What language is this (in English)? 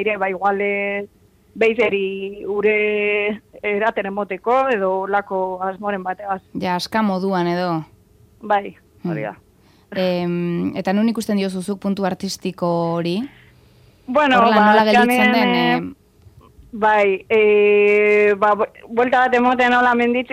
Basque